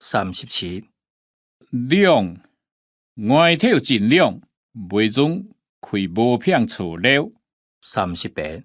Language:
Hakka Chinese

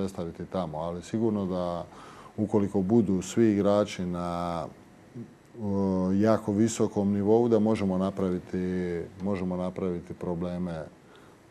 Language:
Croatian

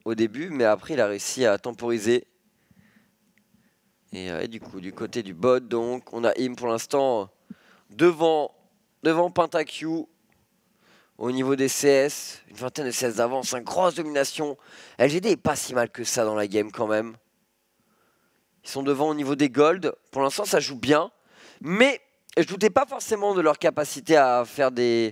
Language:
French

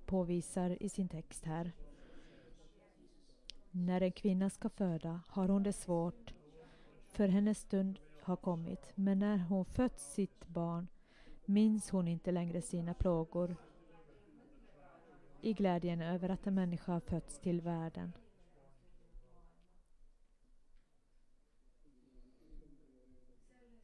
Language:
Swedish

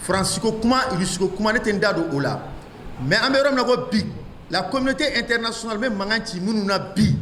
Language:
Bambara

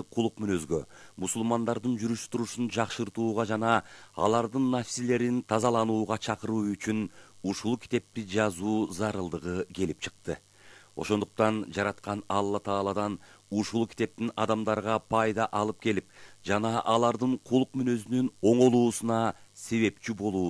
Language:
Kyrgyz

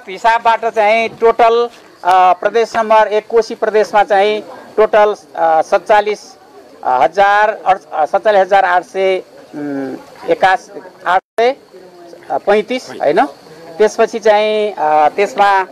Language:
Nepali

